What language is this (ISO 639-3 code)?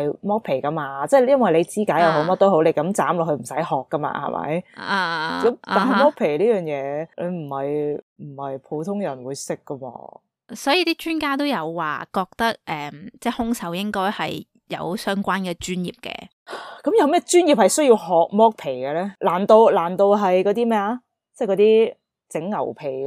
yue